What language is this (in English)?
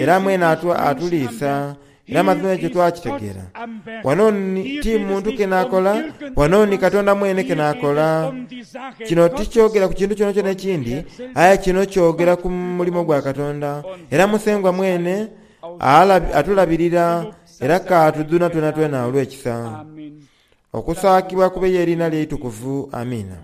Soga